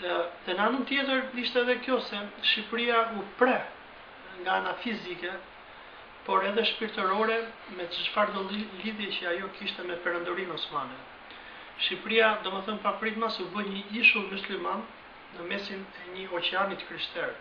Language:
Albanian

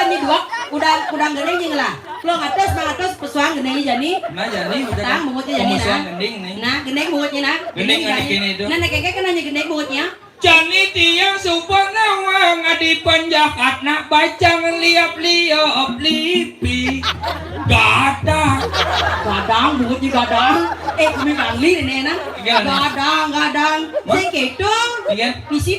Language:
Balinese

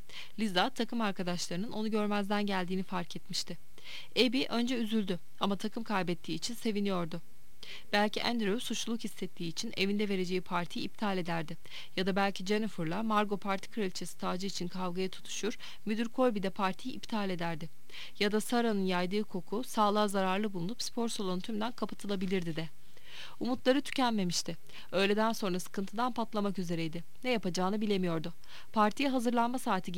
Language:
Turkish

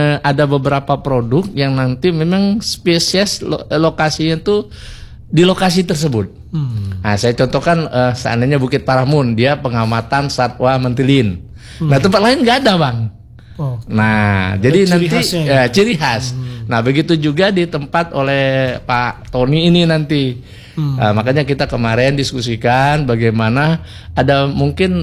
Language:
Indonesian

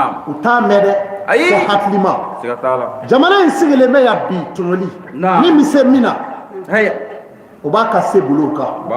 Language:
Bambara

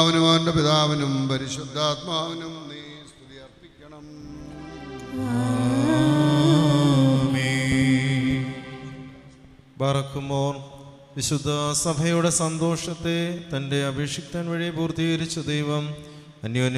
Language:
Malayalam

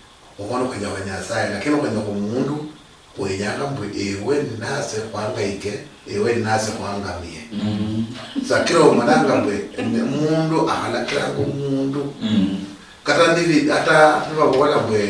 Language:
Luyia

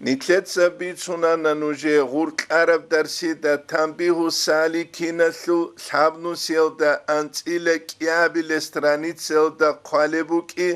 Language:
Avaric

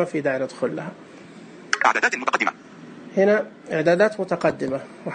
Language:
Najdi Arabic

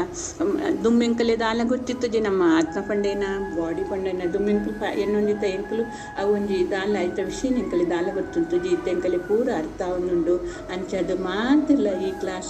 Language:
Tulu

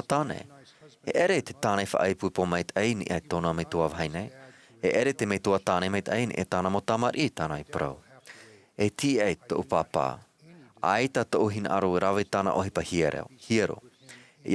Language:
Tahitian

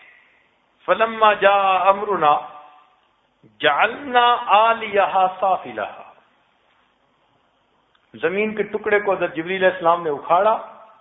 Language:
Urdu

